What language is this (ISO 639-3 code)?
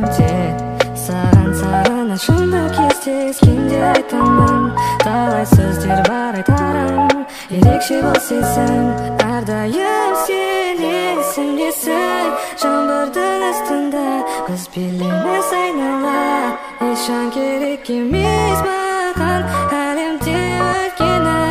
kaz